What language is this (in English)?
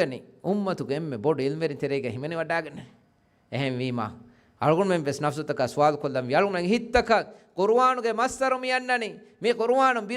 Divehi